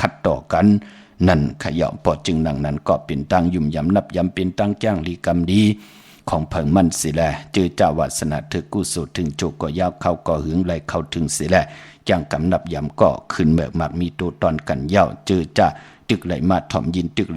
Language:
Shan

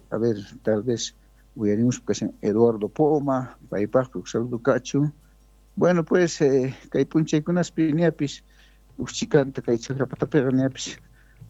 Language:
South Bolivian Quechua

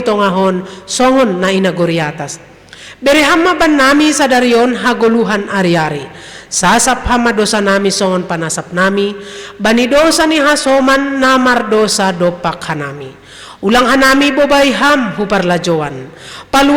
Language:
Batak Simalungun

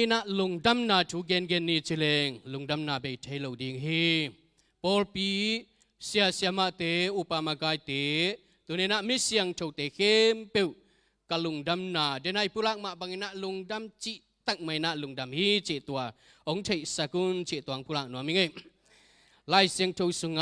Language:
Tedim Chin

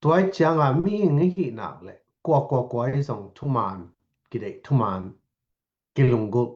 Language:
Tedim Chin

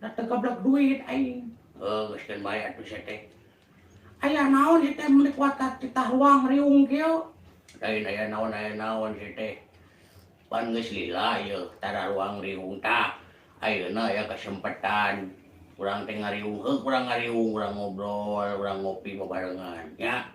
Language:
Sundanese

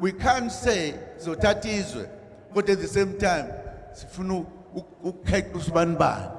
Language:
Zulu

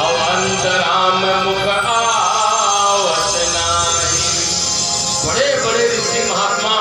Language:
Chhattisgarhi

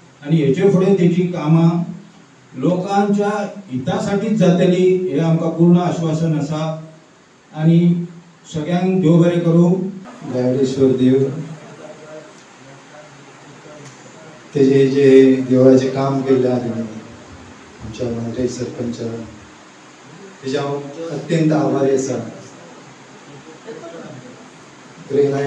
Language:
Konkani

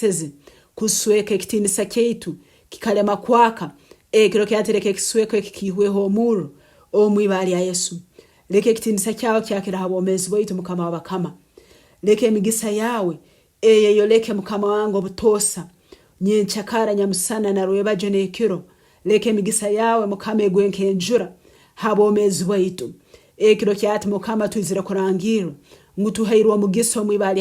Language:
Nyoro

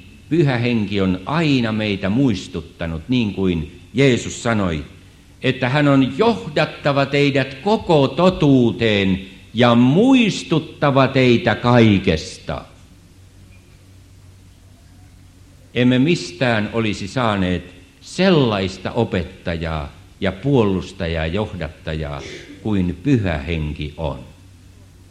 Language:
Finnish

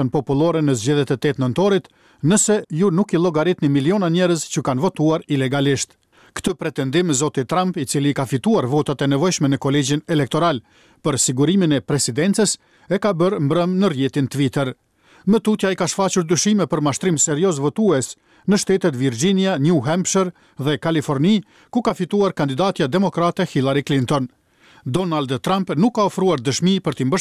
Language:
Albanian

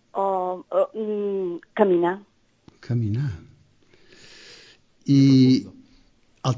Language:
Catalan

